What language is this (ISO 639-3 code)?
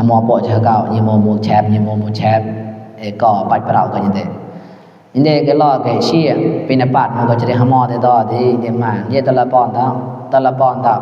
mnw